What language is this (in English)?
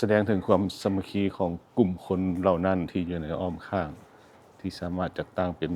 Lao